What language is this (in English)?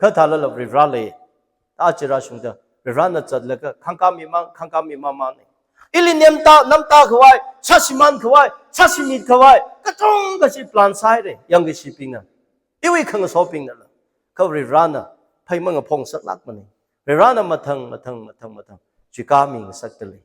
Tangkhul Naga (India)